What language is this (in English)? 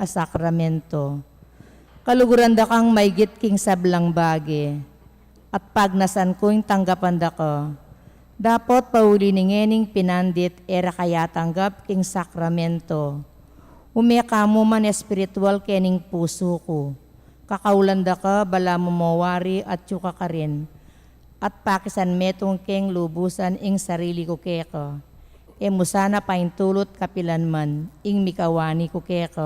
Pampanga